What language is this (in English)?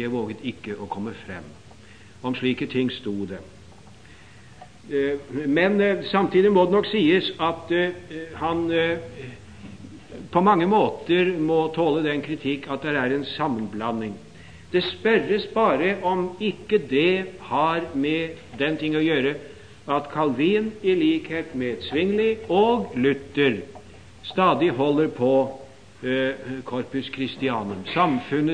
Norwegian